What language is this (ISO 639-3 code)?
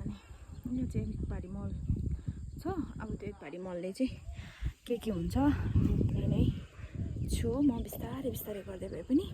nep